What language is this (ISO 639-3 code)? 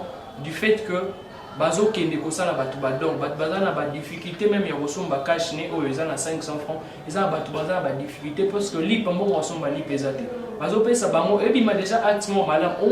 lin